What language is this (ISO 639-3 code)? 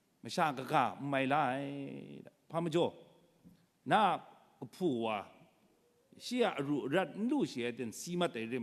kac